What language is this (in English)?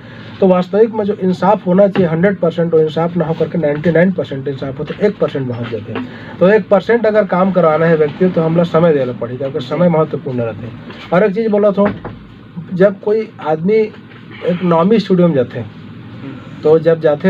Chhattisgarhi